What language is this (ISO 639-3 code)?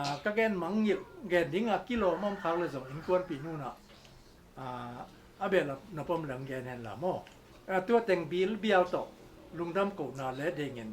ctd